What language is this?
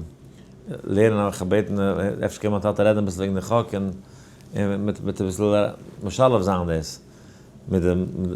Yiddish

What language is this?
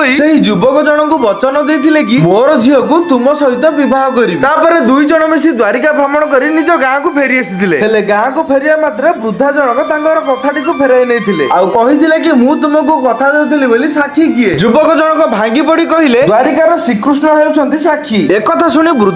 Odia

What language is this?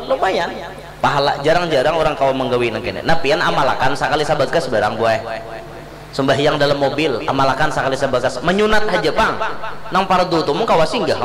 Banjar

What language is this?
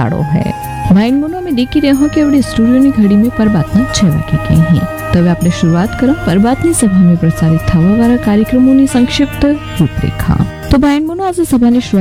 Gujarati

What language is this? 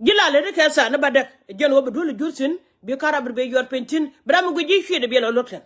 Nuer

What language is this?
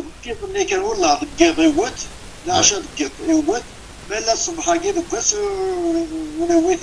Kabyle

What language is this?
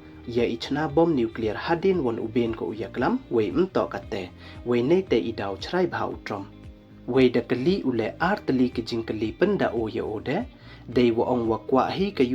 Pnar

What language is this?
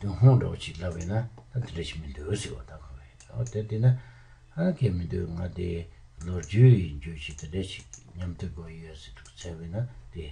Tibetan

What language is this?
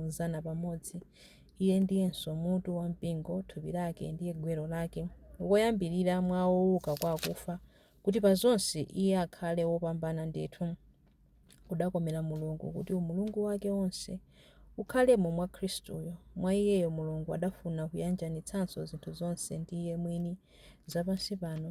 Nyanja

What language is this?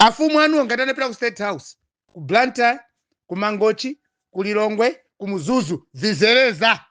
Nyanja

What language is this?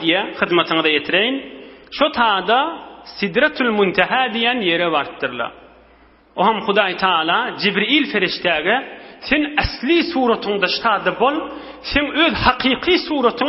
Turkmen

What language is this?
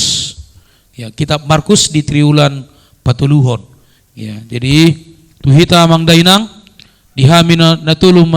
Batak Toba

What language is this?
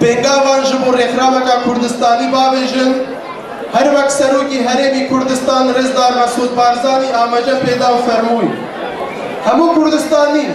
Kurdish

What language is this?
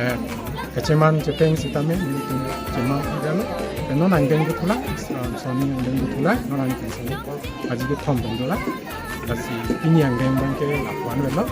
Karbi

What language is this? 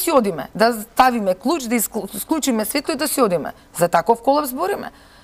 Macedonian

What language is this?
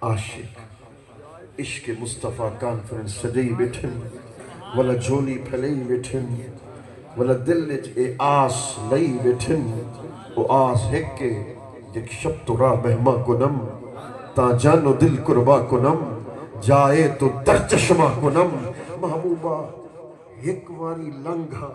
Saraiki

